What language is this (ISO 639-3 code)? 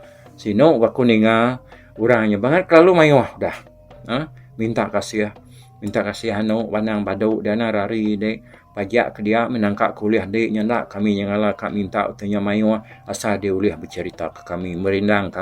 iba